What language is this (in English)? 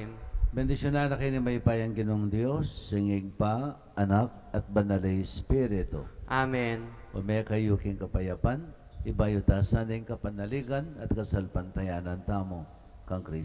Pampanga